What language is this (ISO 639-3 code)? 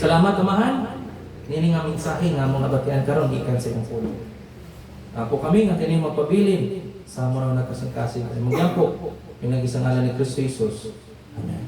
ceb